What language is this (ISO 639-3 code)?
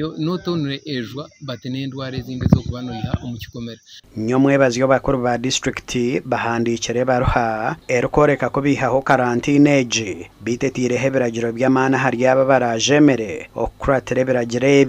nyn